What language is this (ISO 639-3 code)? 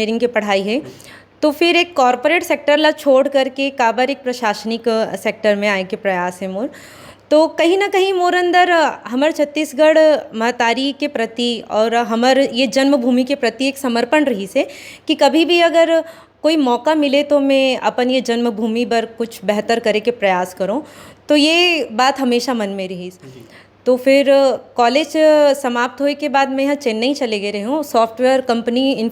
hne